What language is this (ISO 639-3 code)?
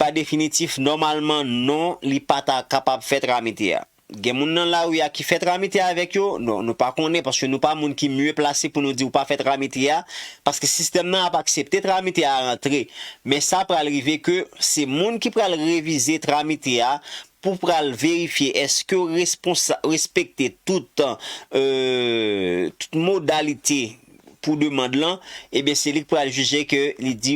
hat